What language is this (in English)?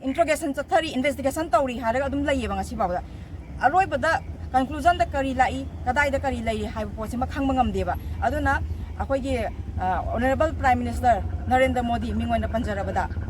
Manipuri